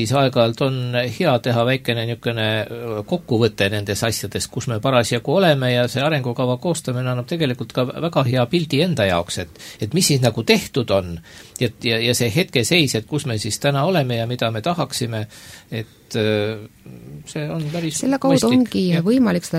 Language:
Estonian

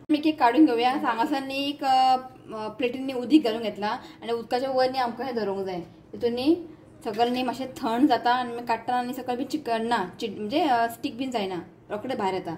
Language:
Konkani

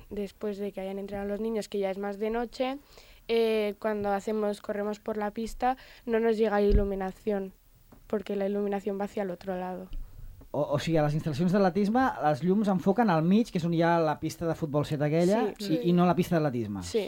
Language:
Catalan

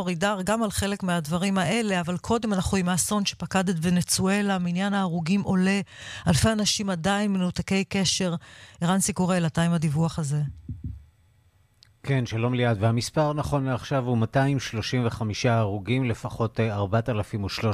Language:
Hebrew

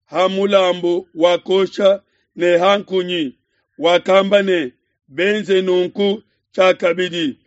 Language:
Luba-Lulua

